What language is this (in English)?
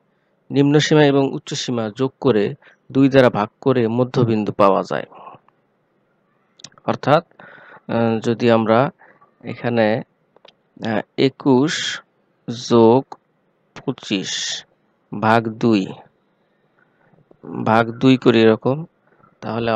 Bangla